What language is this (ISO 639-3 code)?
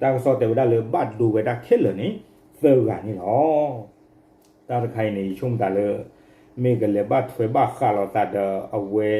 ksw